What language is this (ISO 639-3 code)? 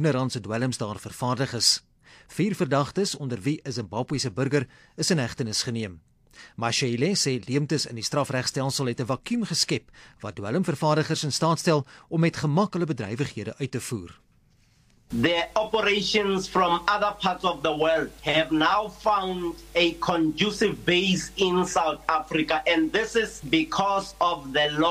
afr